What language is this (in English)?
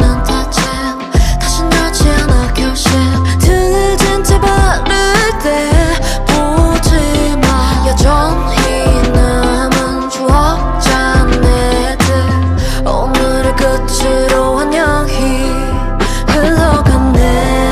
Korean